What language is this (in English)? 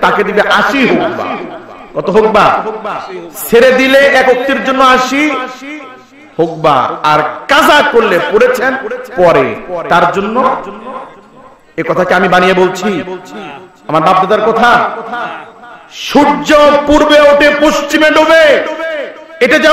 Bangla